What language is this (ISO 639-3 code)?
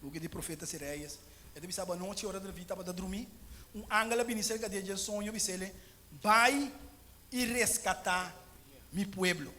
pap